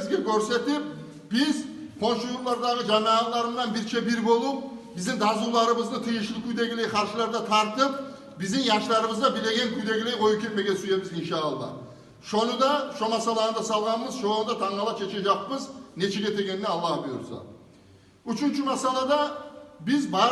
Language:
Kumyk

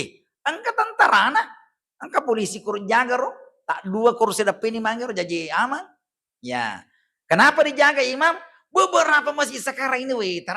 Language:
Buginese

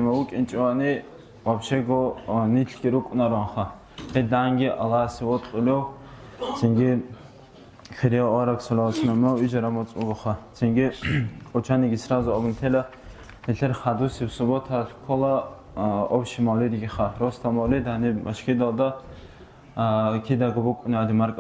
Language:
Avaric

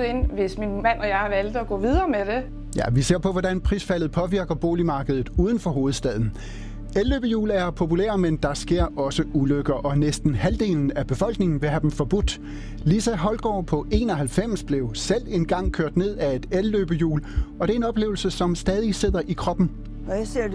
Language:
Danish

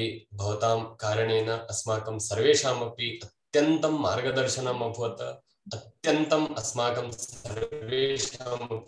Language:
Sanskrit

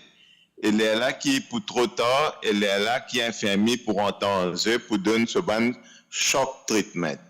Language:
Morisyen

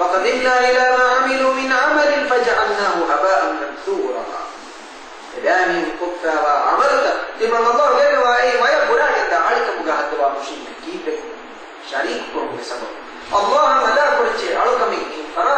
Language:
Divehi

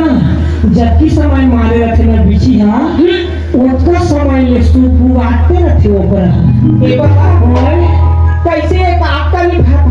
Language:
Chhattisgarhi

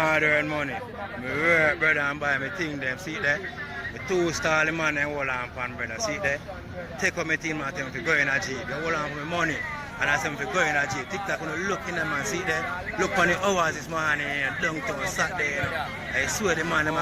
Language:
Jamaican Creole English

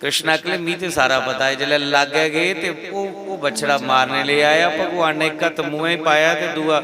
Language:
Dogri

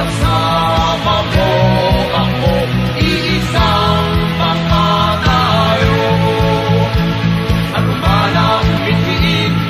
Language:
Filipino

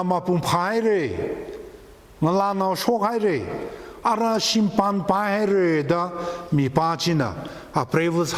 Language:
Tangkhul Naga (India)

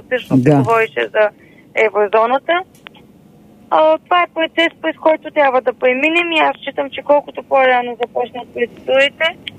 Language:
Bulgarian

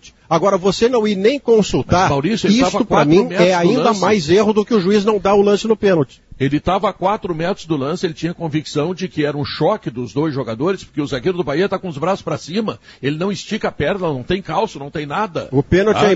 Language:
Portuguese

